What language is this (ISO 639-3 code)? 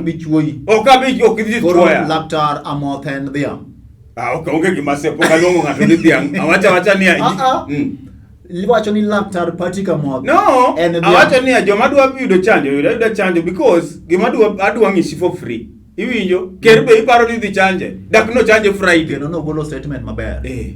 luo